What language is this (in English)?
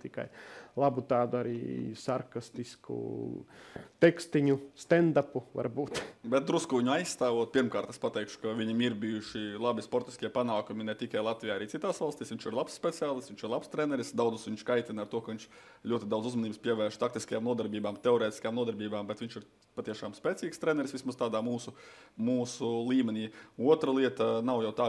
Latvian